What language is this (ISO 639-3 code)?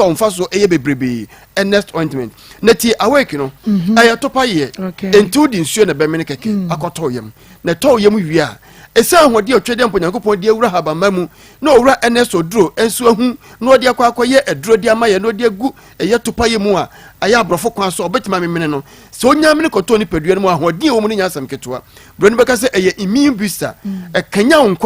aka